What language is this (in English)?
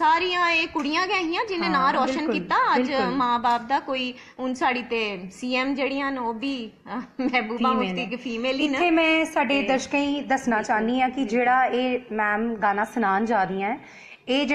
Dogri